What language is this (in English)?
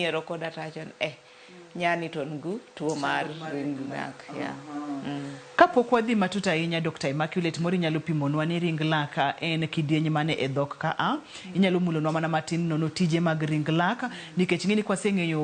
Luo (Kenya and Tanzania)